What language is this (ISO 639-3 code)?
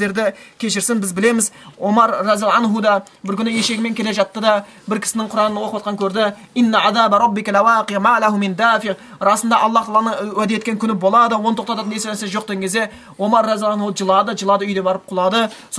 kaz